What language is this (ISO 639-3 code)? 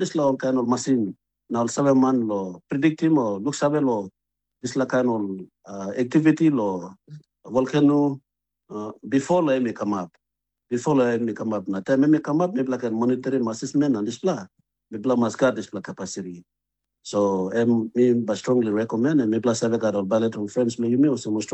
tpi